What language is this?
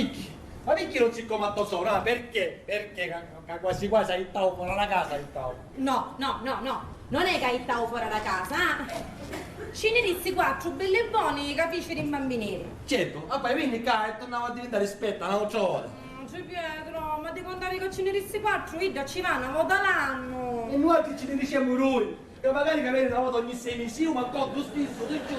Sicilian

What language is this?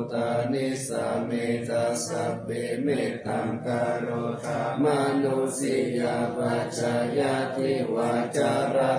Pali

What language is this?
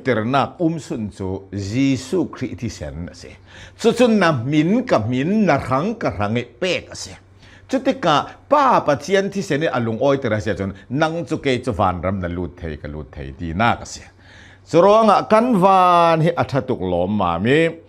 Hakha Chin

